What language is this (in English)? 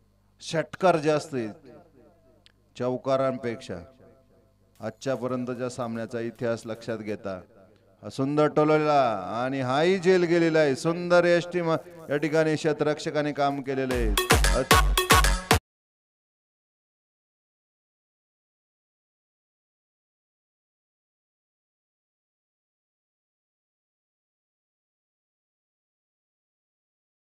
Marathi